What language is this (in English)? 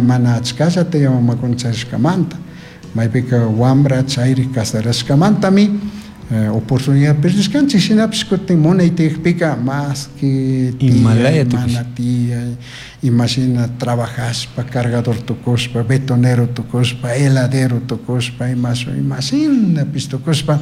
Chimborazo Highland Quichua